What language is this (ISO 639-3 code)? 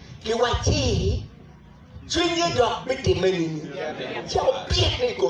ach